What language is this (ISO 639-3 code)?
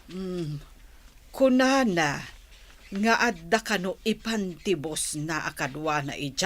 ilo